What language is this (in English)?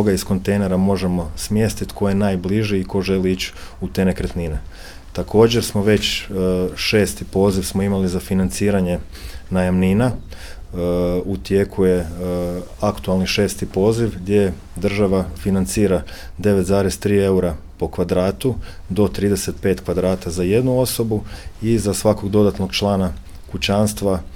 Croatian